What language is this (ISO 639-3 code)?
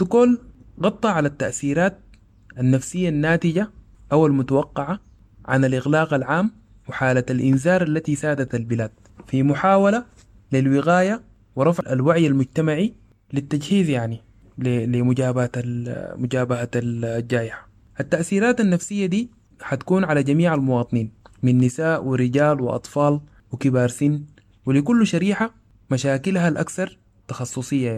apd